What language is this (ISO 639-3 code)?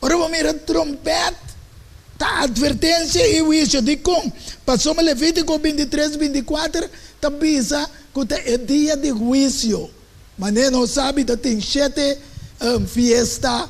pap